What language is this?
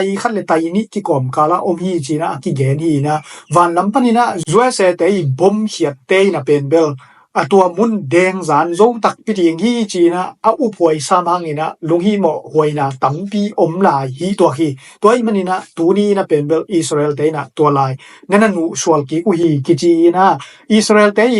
Tedim Chin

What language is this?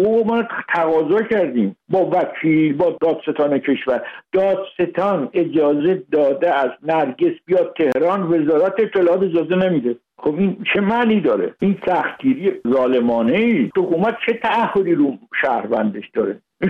Persian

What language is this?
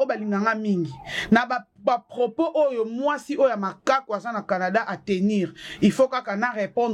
Lingala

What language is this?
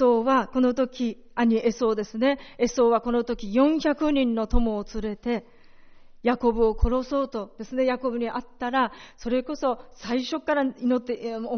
Japanese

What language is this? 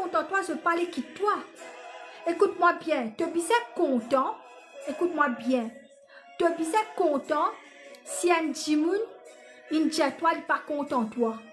Morisyen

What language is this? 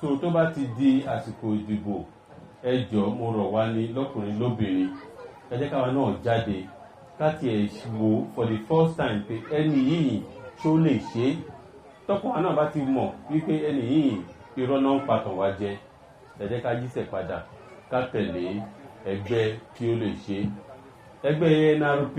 Yoruba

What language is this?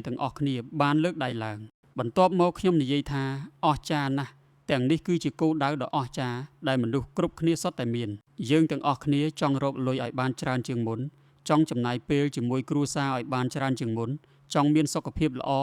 Khmer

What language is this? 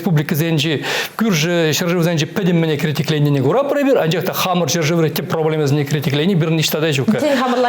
Chuvash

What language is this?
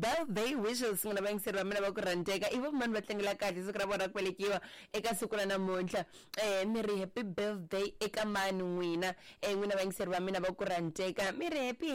Tsonga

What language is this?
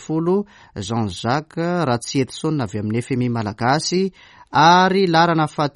Malagasy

